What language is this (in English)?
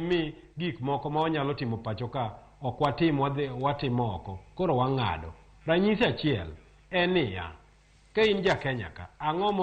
Luo (Kenya and Tanzania)